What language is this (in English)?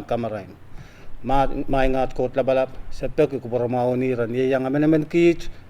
Pohnpeian